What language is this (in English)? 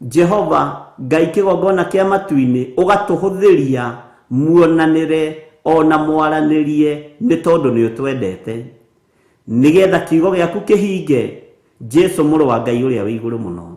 Kikuyu